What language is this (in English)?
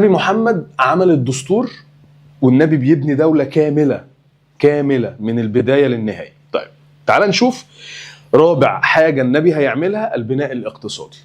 Egyptian Arabic